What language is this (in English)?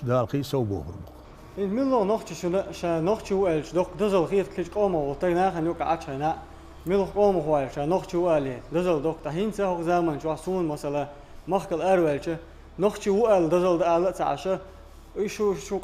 Chechen